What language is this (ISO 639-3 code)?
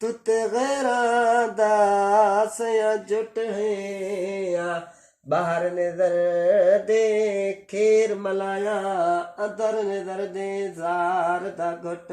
skr